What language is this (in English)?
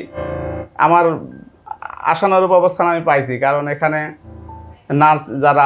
Bangla